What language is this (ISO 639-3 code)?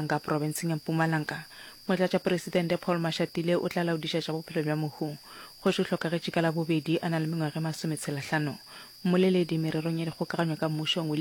nso